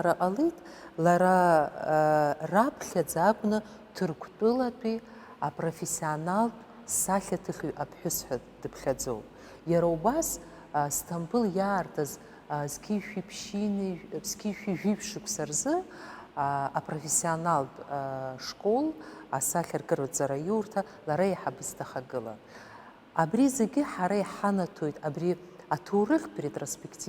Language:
Abkhazian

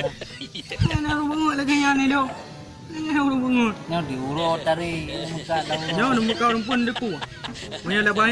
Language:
Achinese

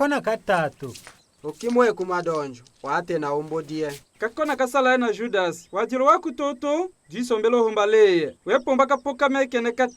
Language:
Tetela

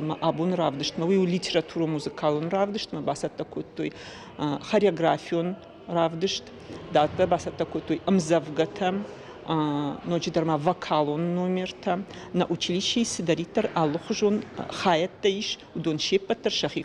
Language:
Ossetic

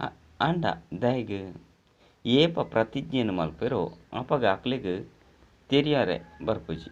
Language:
Tulu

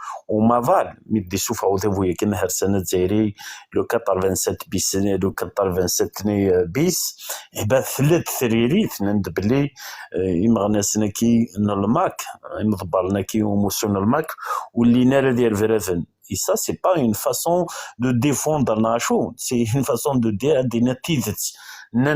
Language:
Kabyle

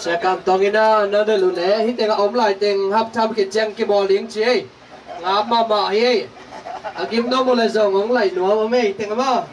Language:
Tedim Chin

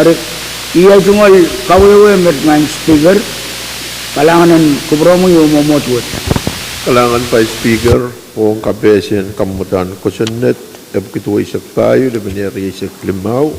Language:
Pohnpeian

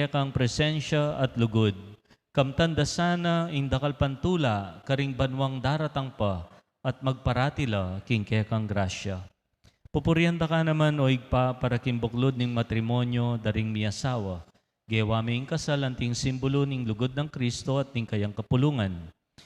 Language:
Pampanga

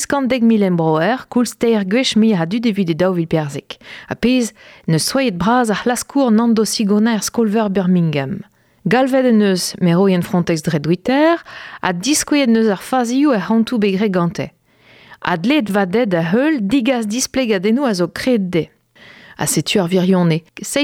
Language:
Breton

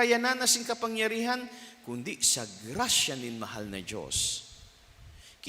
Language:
Bikol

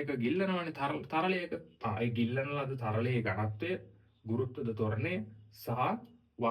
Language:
Sinhala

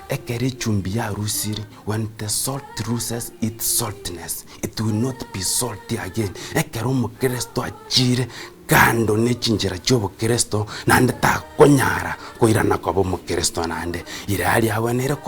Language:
Gusii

